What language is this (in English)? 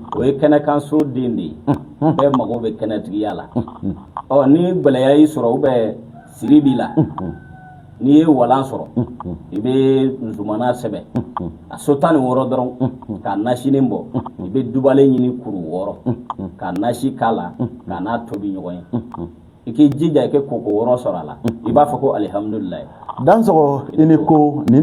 Bambara